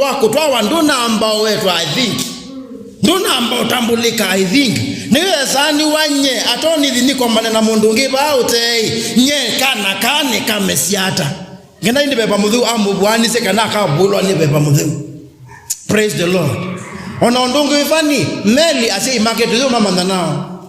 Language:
Kamba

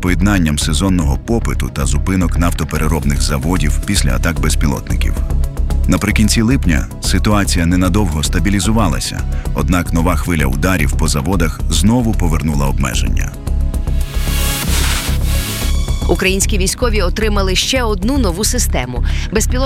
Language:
Ukrainian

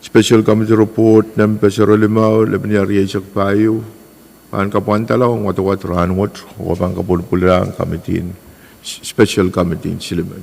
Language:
Pohnpeian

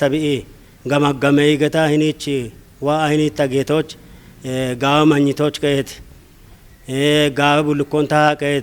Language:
Kafa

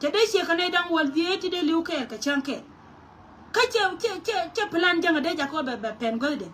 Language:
Nuer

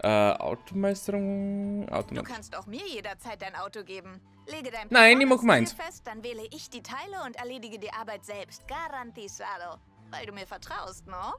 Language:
Bavarian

